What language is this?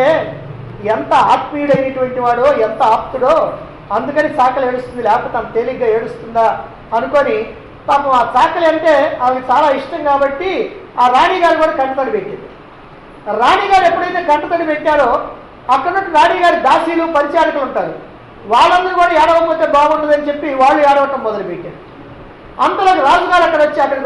Telugu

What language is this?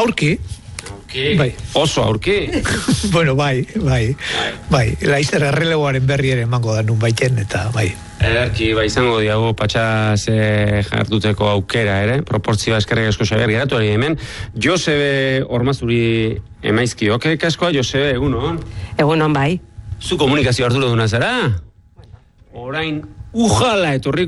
Basque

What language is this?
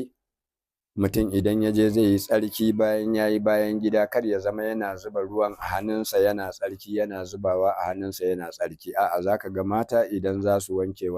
Hausa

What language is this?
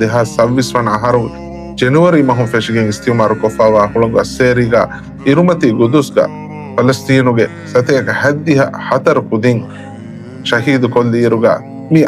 Divehi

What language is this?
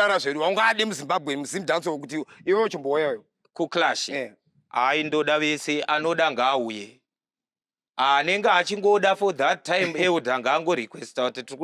Shona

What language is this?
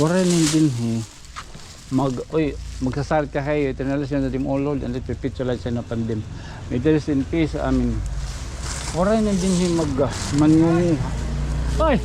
Waray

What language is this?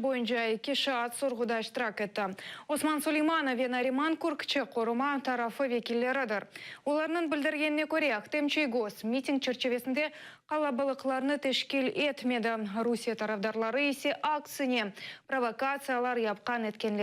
Crimean Tatar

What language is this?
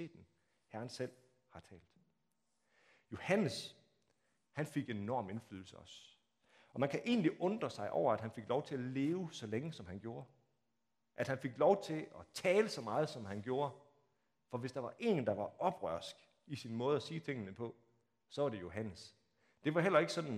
Danish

